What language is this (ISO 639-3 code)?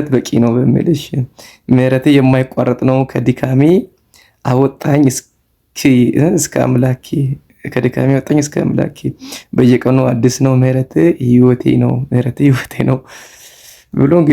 amh